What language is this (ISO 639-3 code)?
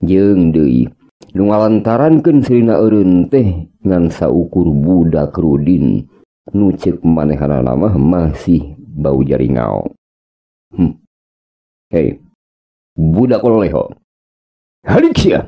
sun